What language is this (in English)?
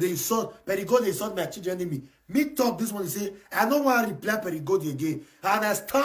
Nigerian Pidgin